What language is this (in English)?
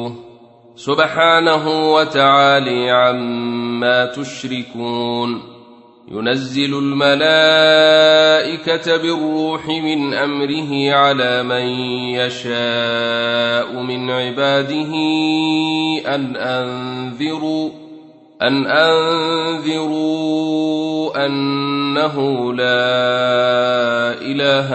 Arabic